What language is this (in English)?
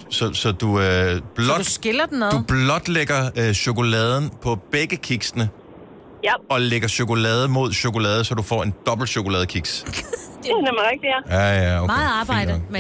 Danish